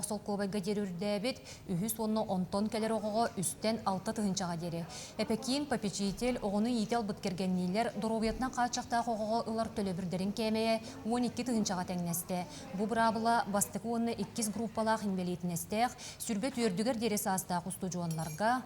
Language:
Yakut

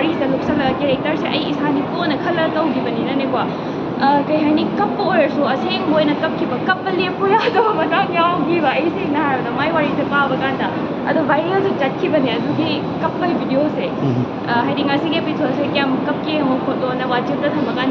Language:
Manipuri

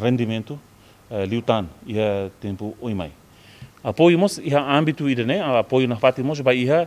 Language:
Tetum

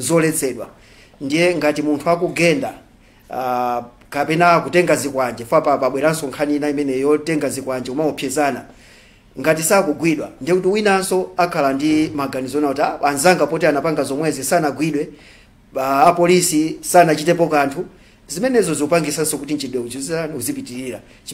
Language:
Nyanja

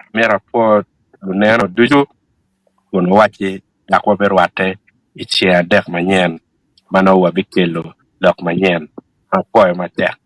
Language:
Acoli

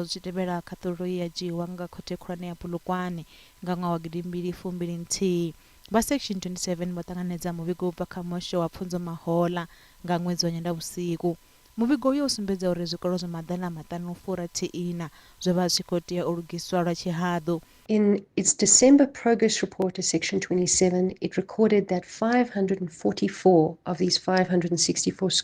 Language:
Venda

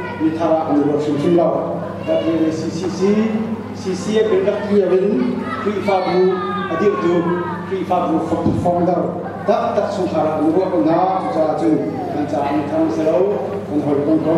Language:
Hakha Chin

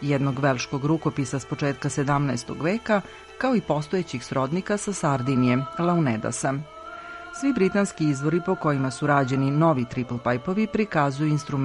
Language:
Serbian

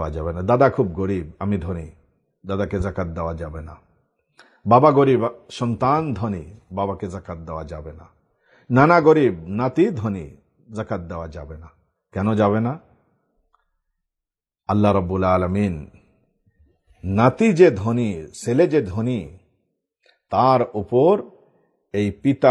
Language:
Bangla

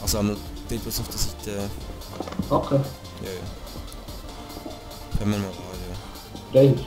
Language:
Swiss German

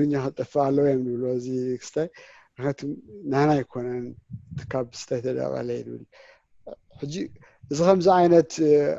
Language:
Tigrinya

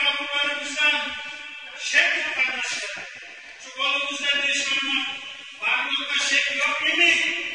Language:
Kumyk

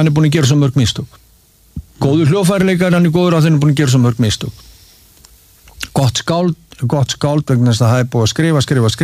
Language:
Icelandic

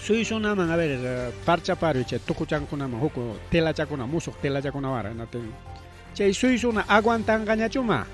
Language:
Ayacucho Quechua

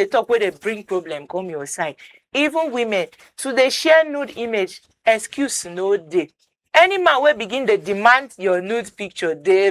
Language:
Nigerian Pidgin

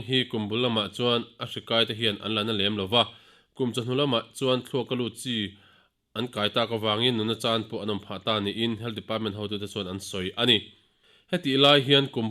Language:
Mizo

